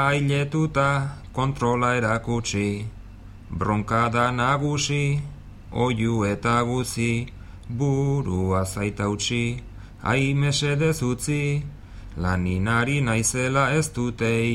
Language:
Basque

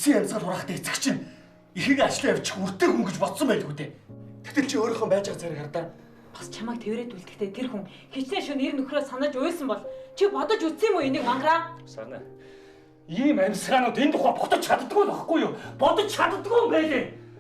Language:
Mongolian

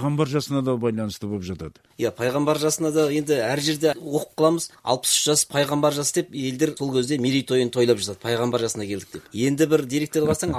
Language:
Kazakh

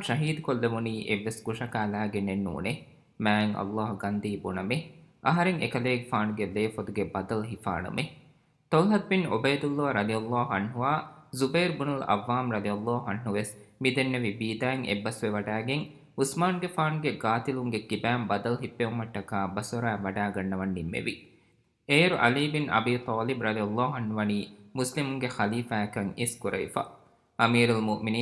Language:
Divehi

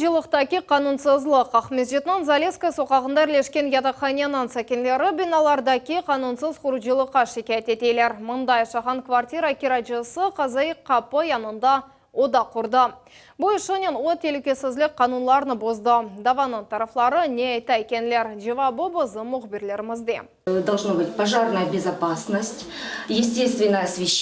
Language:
Crimean Tatar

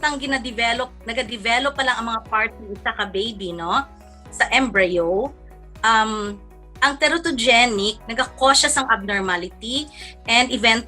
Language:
Hiligaynon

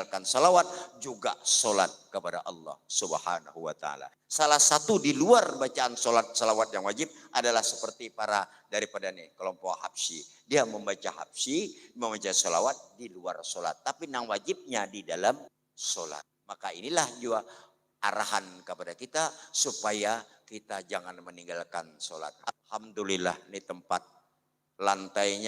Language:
Banjar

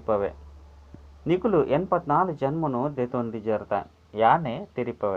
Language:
Tulu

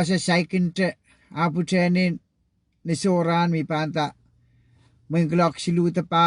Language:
Pohnpeian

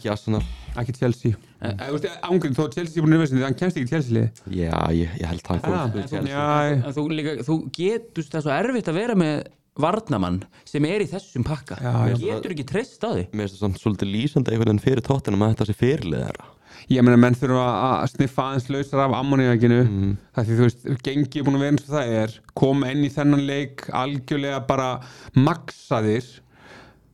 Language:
Icelandic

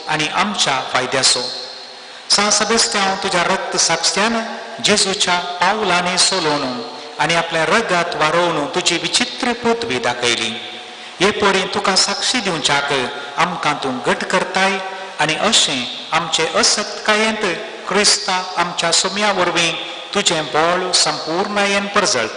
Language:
Konkani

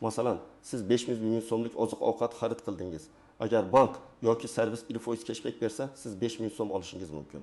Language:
Uzbek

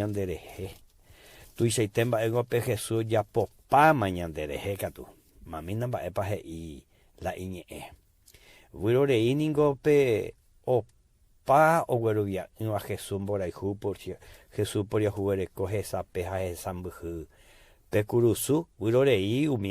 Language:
Guarani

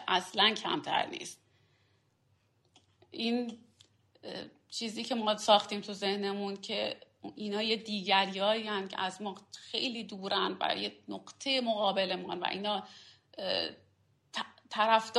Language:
Persian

